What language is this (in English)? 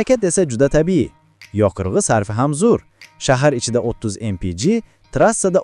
Uzbek